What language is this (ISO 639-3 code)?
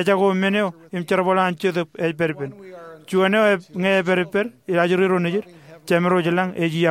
mah